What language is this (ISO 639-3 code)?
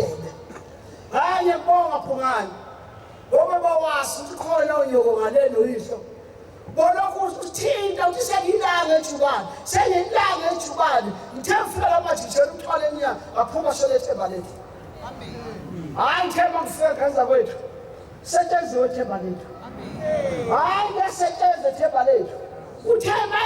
zul